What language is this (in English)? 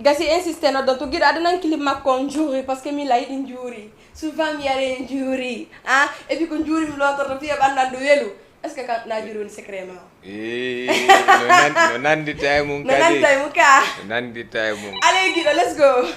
Fula